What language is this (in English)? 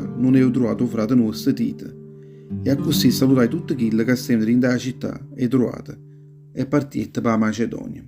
Neapolitan